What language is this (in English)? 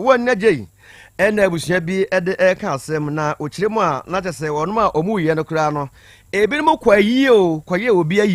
Akan